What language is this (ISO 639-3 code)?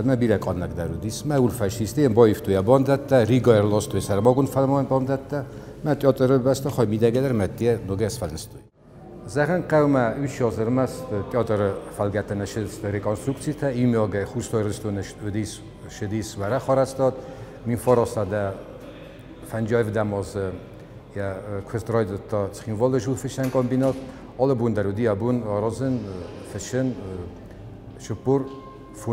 oss